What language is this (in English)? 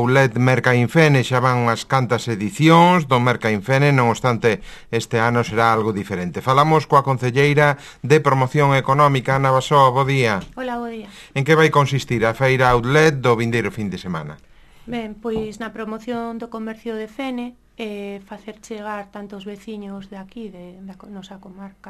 Galician